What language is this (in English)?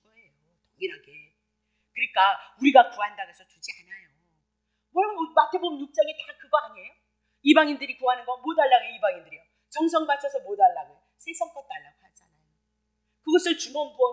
Korean